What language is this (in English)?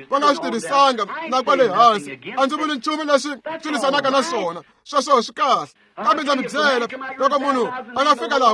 Tsonga